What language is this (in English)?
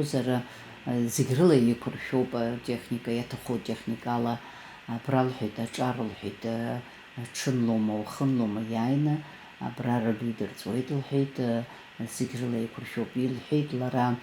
Abkhazian